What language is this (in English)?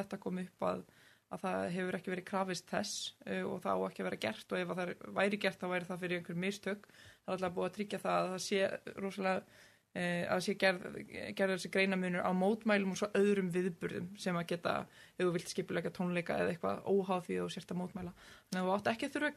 Icelandic